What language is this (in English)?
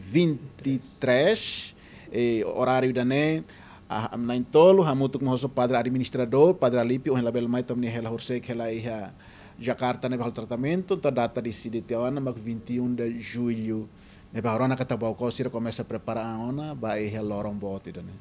Tetum